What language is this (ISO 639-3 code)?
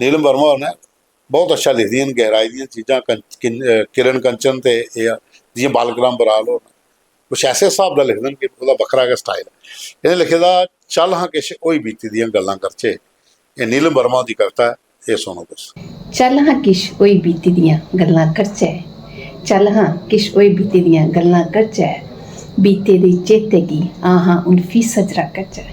doi